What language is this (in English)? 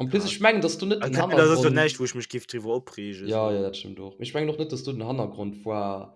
Luxembourgish